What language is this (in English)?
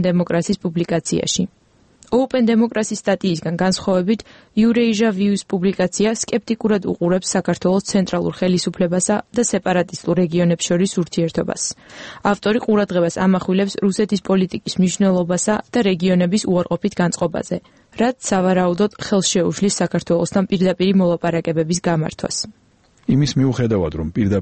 Georgian